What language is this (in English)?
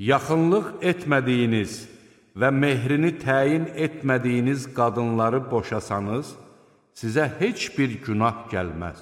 Azerbaijani